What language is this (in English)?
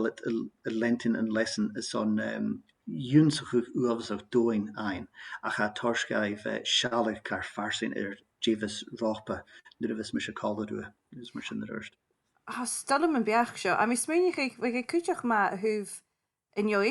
Scottish Gaelic